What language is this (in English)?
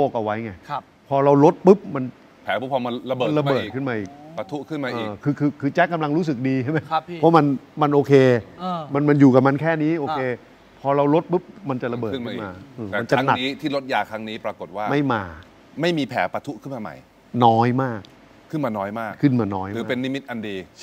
Thai